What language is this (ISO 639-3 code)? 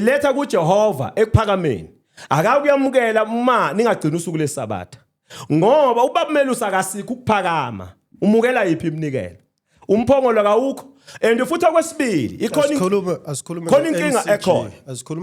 zul